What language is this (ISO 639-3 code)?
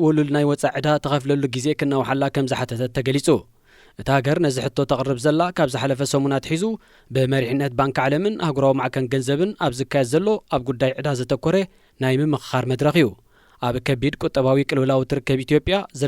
tir